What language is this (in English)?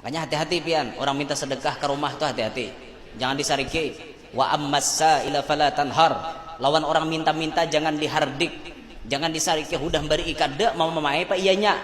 Banjar